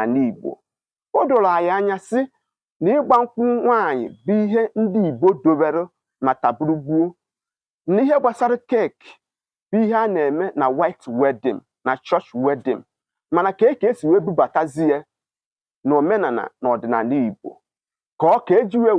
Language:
Igbo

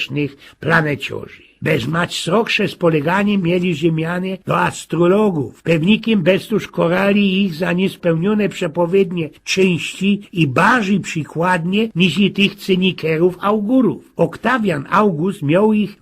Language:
Silesian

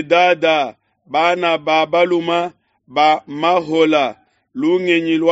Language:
Luba-Lulua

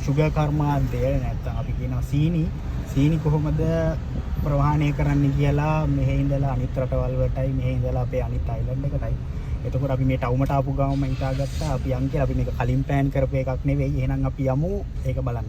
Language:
Sinhala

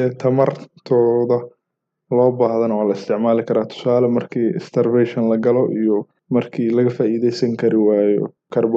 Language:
Somali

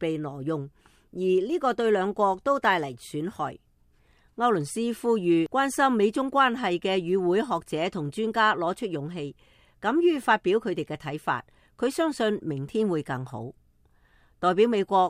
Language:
Cantonese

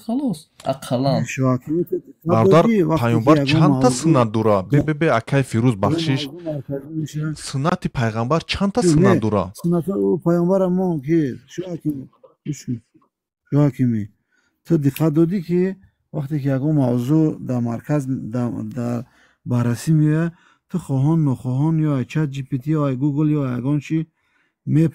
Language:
Tajik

